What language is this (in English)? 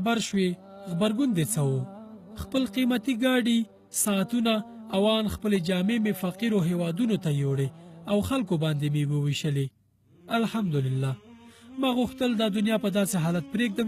Pashto